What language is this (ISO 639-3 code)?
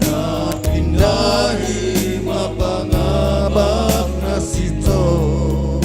bts